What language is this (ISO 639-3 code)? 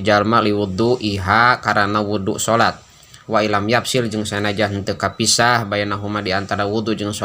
sun